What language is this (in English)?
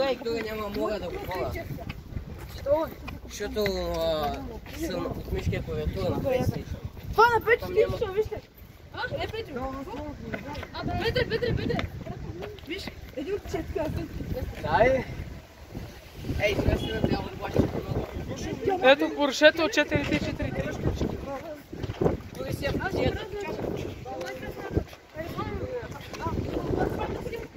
Bulgarian